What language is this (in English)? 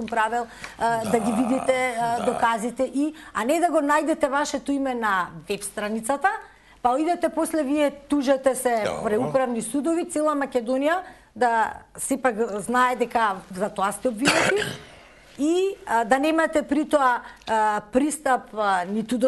Macedonian